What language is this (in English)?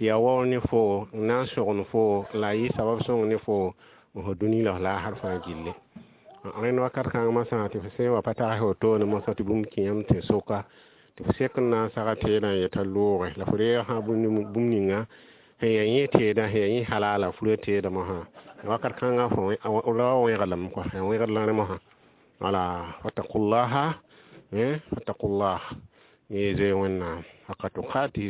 Mossi